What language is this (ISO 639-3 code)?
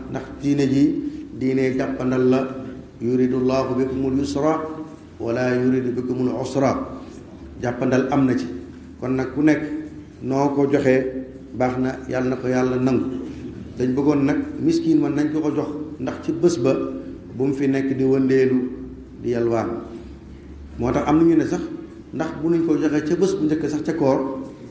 wol